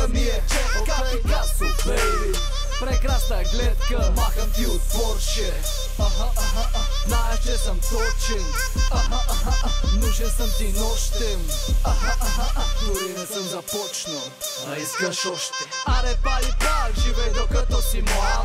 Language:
Bulgarian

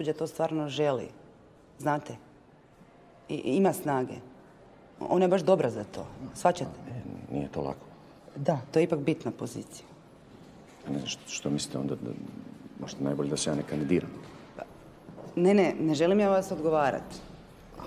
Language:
Croatian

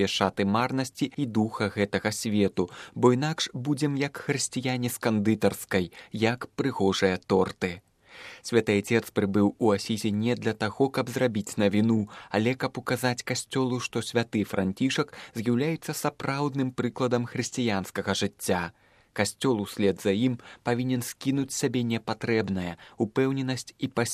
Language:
Belarusian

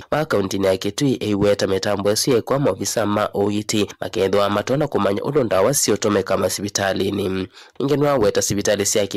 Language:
Kamba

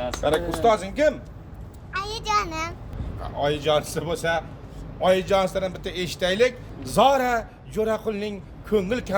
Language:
Uzbek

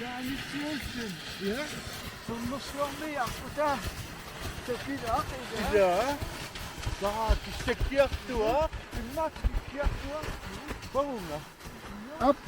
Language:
Kalaallisut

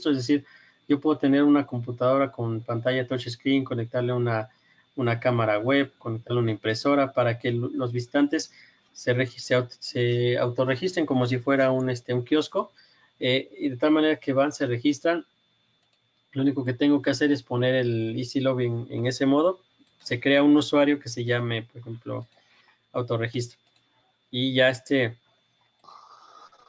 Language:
Spanish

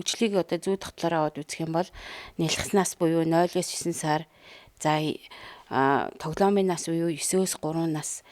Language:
Mongolian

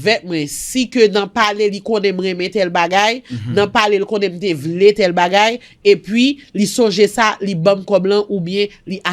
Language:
Haitian Creole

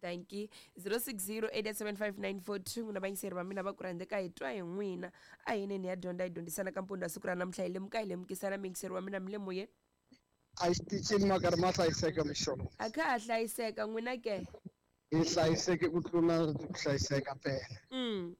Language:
Tsonga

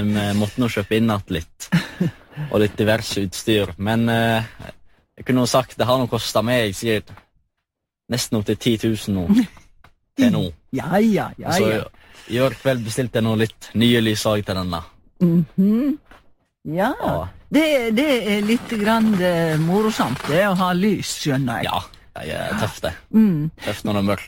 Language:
Norwegian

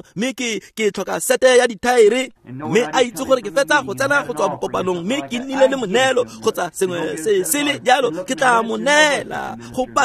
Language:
Tswana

